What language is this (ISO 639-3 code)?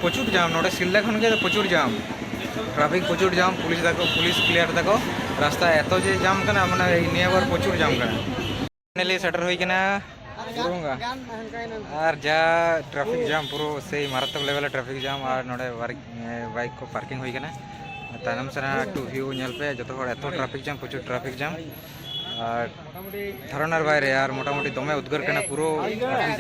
sat